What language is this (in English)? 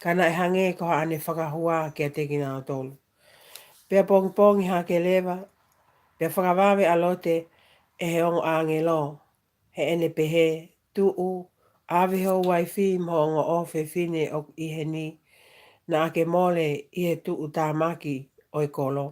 Tongan